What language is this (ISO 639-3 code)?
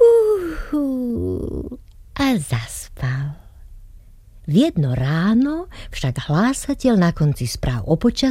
slk